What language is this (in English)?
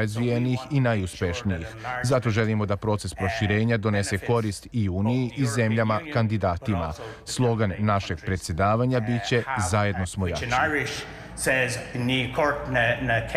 Serbian